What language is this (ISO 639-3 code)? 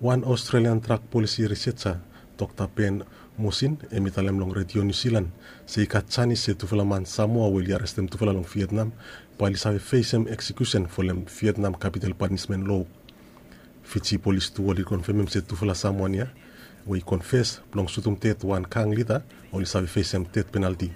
bis